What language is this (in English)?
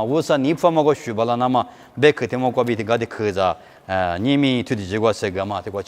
Lisu